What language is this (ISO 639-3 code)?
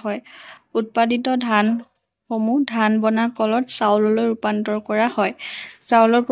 asm